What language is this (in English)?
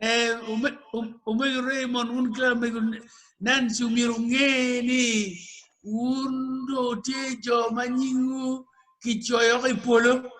Acoli